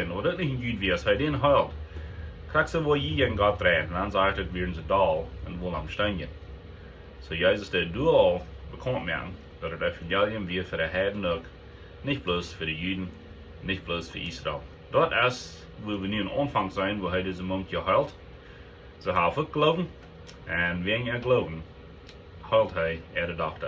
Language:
Plautdietsch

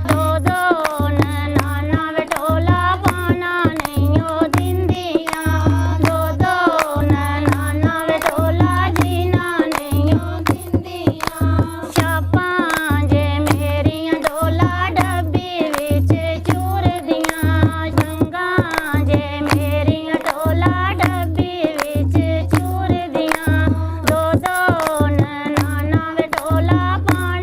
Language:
Dogri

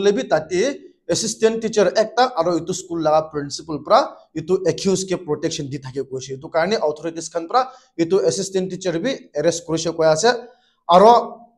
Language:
Naga Pidgin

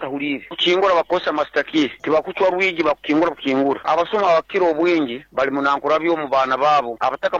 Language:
Nyoro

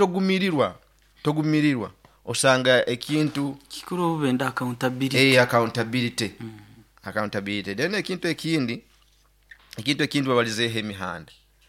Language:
Nyoro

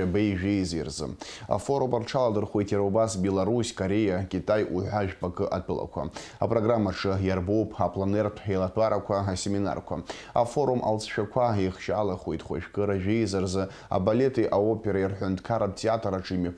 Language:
Abkhazian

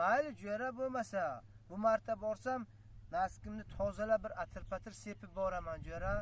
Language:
Uzbek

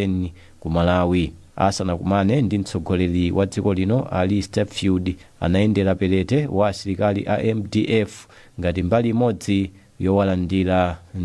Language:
Nyanja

